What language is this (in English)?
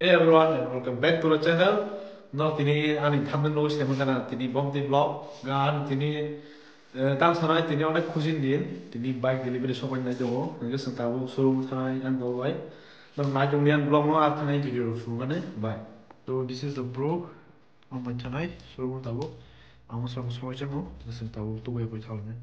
Kok Borok